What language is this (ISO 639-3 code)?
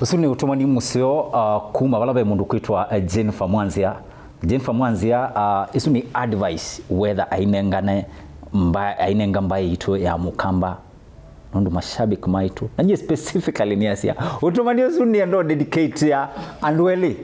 kam